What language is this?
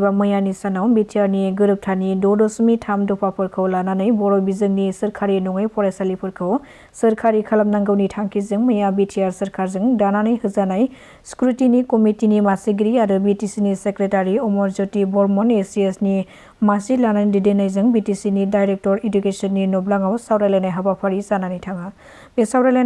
Bodo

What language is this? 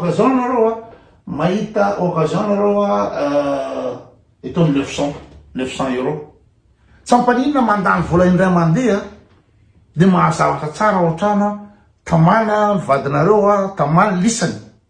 Malagasy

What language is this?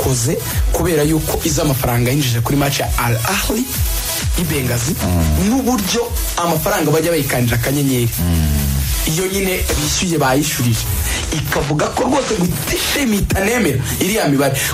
Kinyarwanda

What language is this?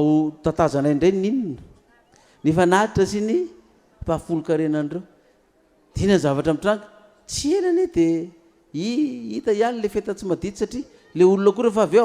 Malagasy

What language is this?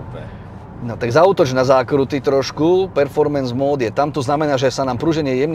Slovak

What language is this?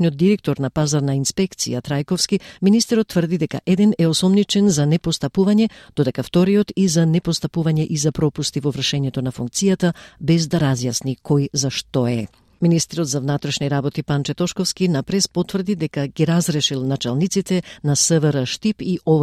Macedonian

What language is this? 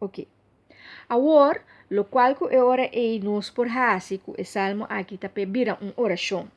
Papiamento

